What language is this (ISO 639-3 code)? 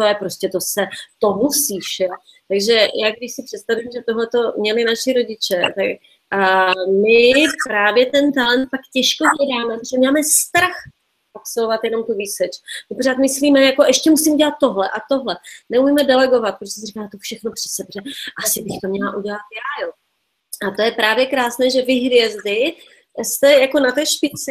ces